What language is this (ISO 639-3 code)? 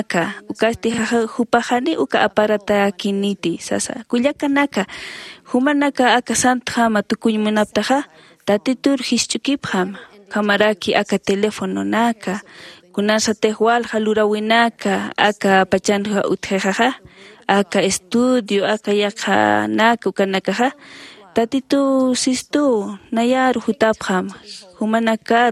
aym